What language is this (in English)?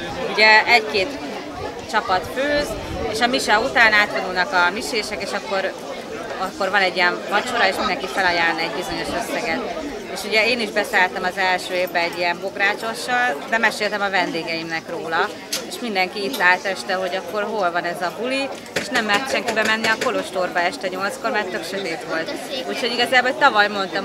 Hungarian